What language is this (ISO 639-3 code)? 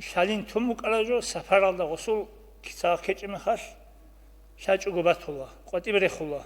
ava